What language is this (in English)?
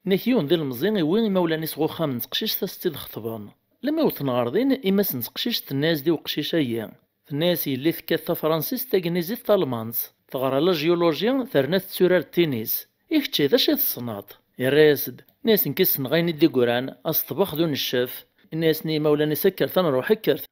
Kabyle